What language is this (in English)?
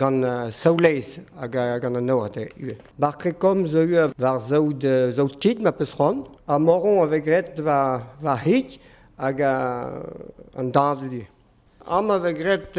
Breton